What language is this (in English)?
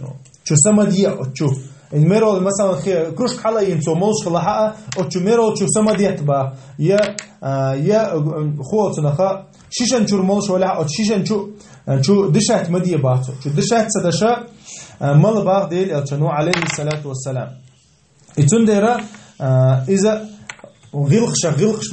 Chechen